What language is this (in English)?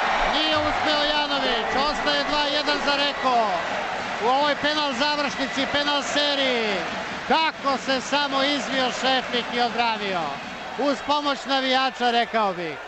Serbian